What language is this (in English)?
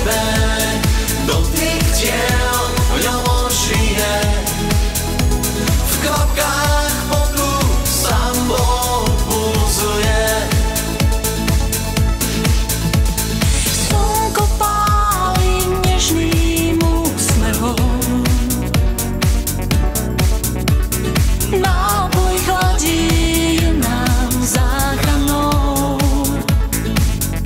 Slovak